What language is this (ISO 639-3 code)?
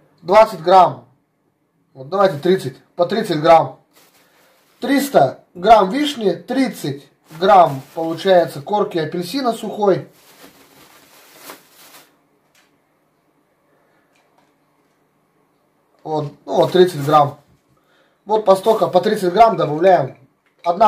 rus